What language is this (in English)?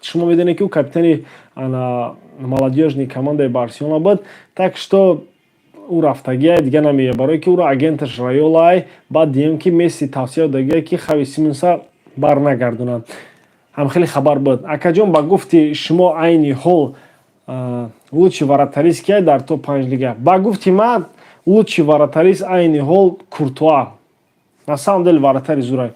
Tajik